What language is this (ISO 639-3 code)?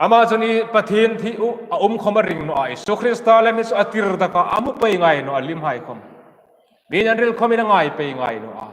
hmr